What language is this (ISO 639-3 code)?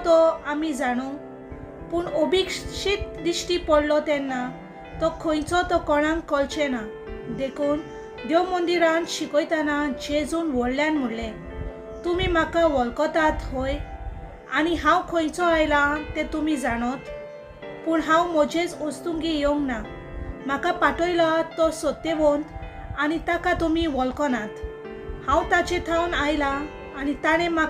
kok